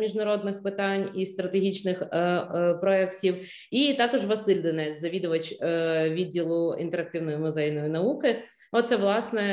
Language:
Ukrainian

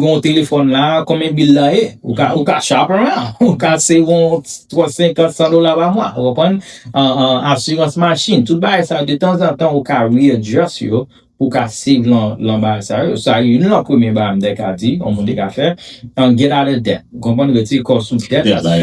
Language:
Haitian Creole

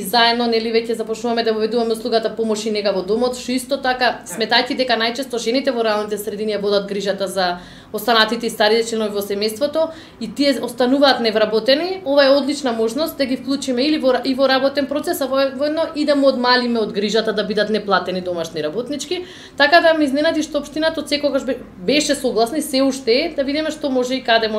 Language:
Macedonian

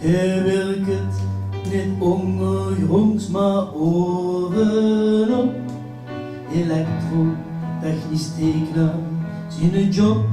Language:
Limburgish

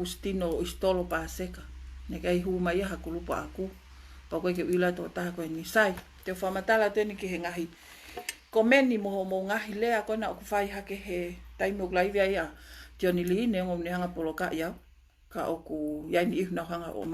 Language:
Tongan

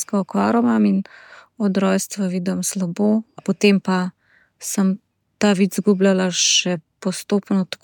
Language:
Slovenian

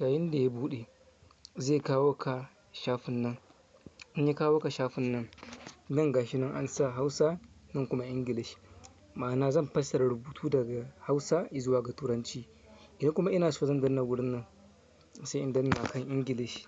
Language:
Hausa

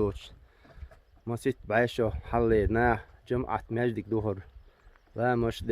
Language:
Chechen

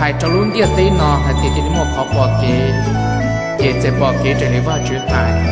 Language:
Hmong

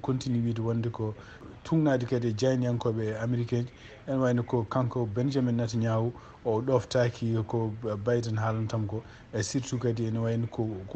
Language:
Fula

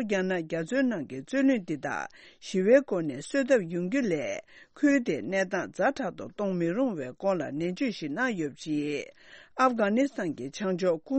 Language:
Tibetan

